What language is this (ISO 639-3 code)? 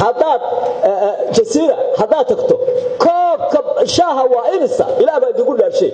som